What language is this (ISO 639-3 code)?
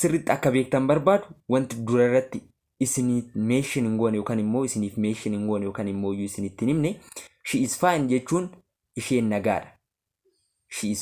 orm